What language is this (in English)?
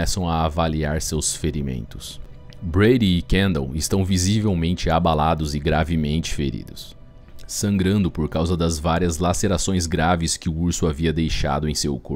Portuguese